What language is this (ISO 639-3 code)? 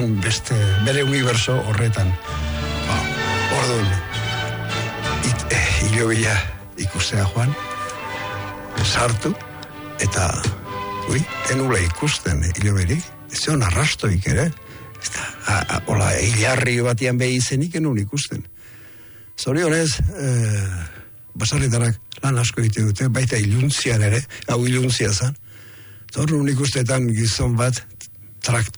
eus